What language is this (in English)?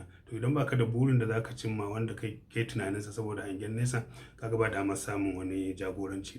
Hausa